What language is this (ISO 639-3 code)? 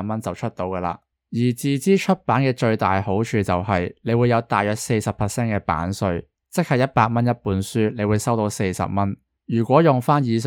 yue